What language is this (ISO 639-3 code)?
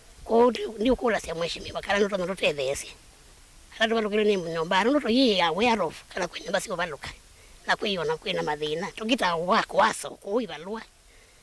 kam